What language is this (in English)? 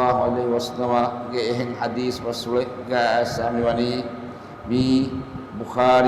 Divehi